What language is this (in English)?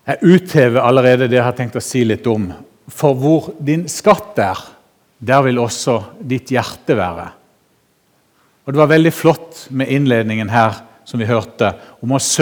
Norwegian